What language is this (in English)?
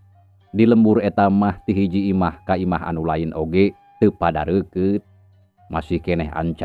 Sundanese